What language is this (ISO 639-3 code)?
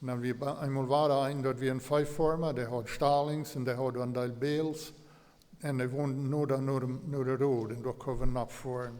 pdt